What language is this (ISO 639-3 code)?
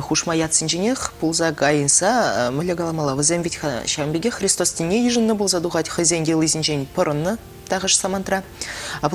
chv